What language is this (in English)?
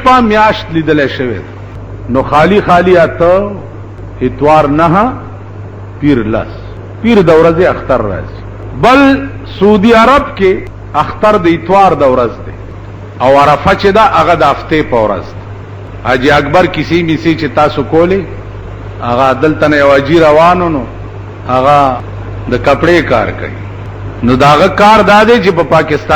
Pashto